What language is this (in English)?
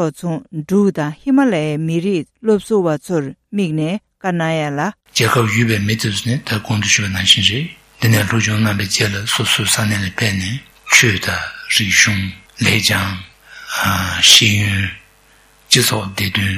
Tibetan